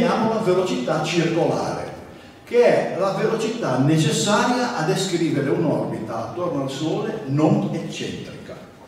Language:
Italian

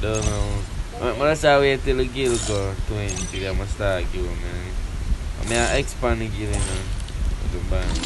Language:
Jamaican Creole English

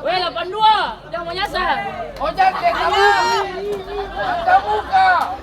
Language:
Ambonese Malay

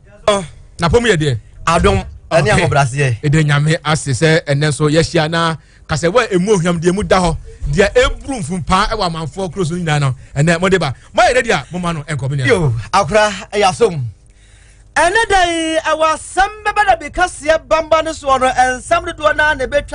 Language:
Akan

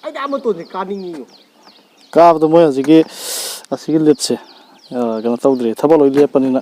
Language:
Manipuri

